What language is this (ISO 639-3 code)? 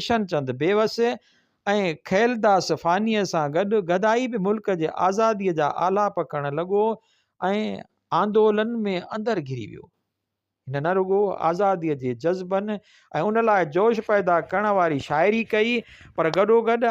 snd